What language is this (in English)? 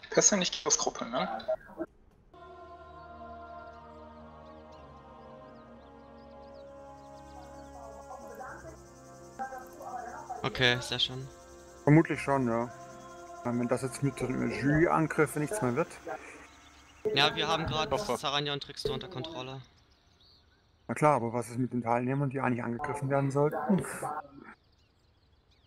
German